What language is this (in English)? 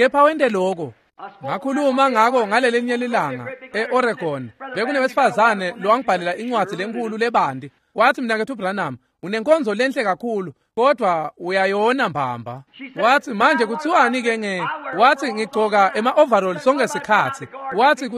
Swati